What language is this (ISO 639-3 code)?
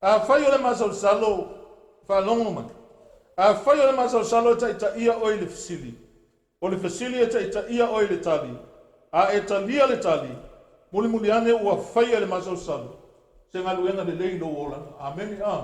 smo